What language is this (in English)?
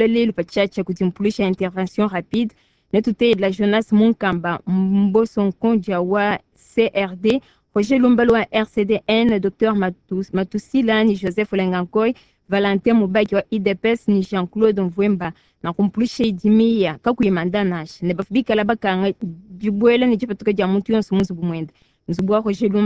Luba-Lulua